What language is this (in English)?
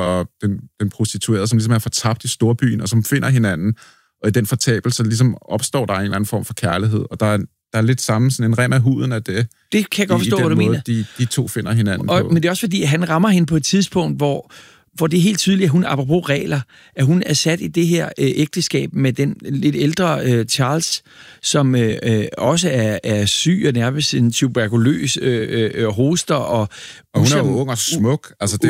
Danish